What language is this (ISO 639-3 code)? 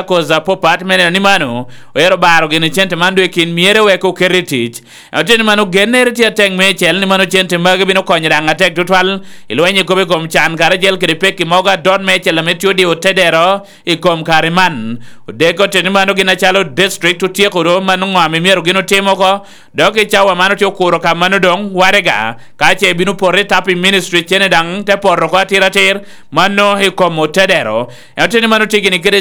laj